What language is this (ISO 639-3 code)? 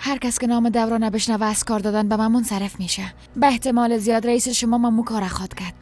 fas